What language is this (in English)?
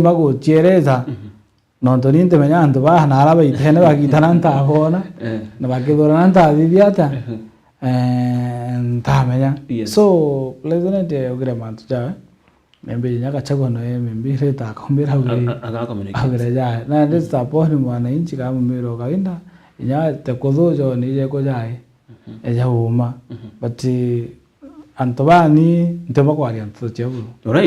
Meru